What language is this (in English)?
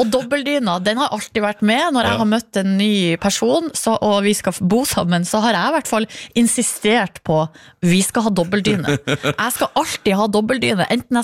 Norwegian